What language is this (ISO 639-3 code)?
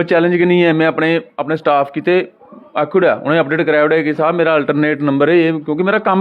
doi